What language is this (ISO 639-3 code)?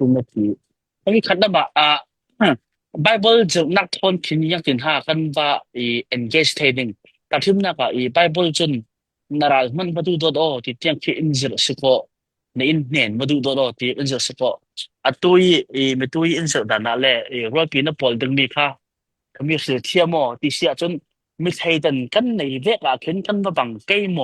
cfm